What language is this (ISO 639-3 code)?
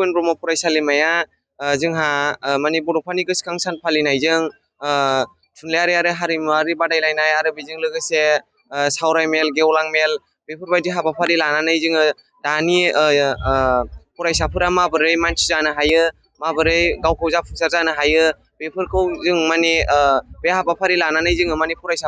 brx